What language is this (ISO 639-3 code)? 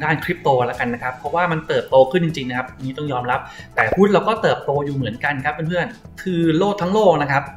tha